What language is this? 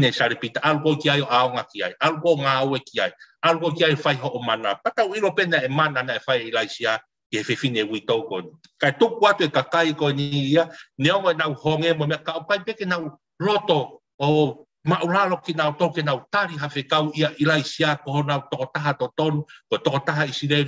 Tongan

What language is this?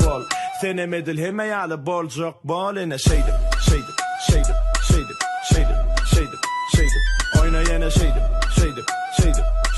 Turkmen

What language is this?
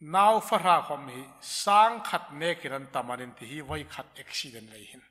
Hmar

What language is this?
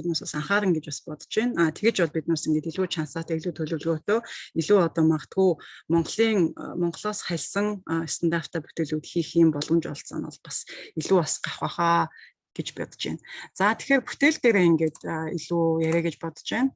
Mongolian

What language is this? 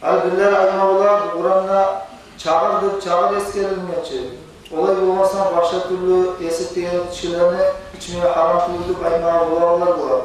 Kumyk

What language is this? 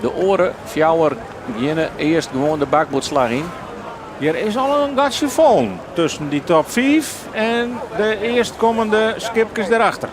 Western Frisian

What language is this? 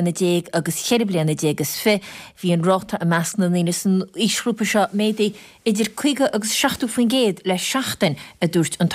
Irish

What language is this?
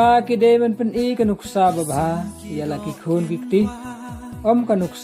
Khasi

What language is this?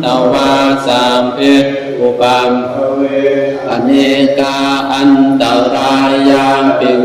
Pali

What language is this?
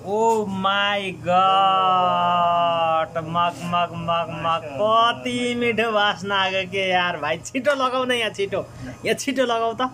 Nepali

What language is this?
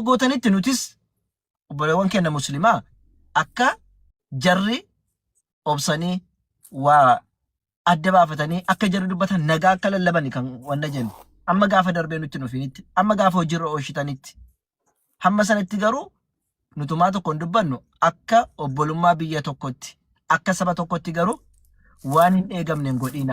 Oromo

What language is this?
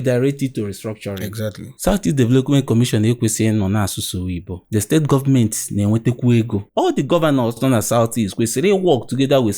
Igbo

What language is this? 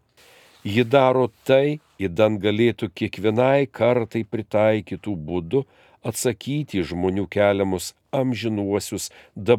Lithuanian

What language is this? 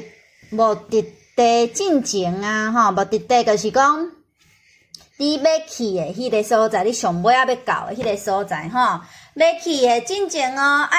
Min Nan Chinese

